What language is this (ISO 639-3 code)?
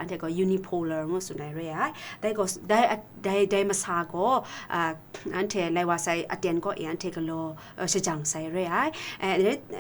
kac